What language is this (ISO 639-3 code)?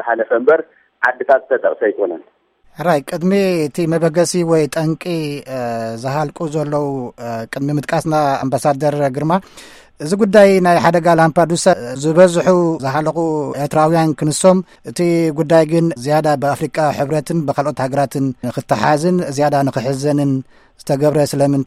tir